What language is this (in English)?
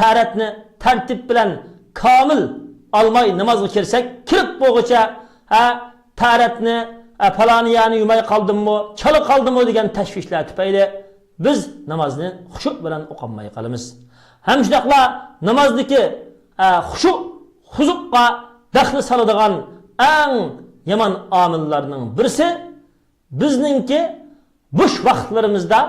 Uyghur